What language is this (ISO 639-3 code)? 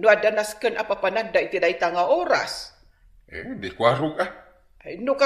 ilo